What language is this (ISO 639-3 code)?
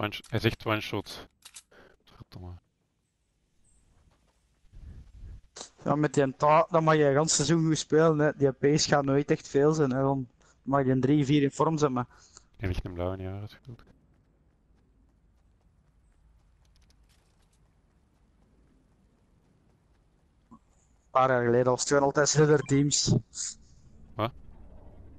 nld